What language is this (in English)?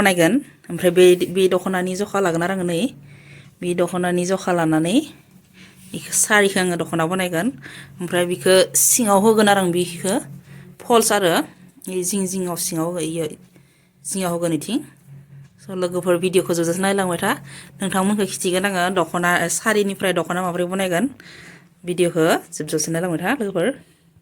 Bodo